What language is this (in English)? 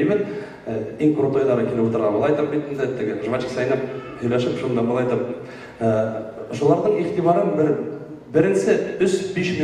Bashkir